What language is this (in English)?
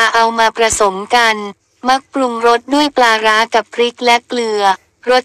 Thai